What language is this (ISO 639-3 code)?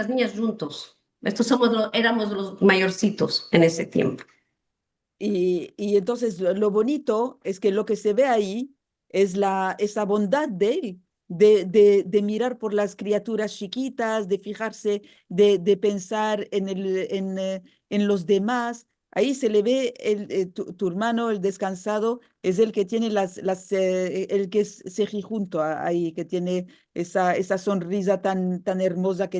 lad